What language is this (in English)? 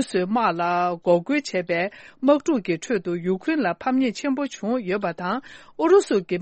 Tibetan